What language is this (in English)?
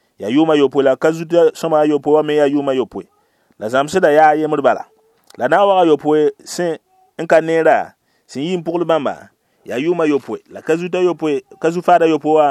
Mossi